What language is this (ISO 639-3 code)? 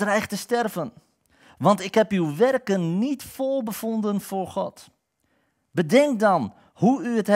nld